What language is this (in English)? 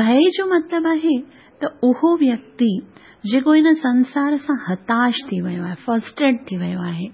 Sindhi